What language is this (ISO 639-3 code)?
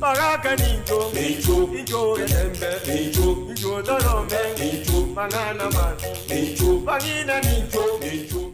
guz